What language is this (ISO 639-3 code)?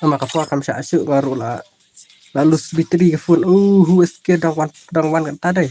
kha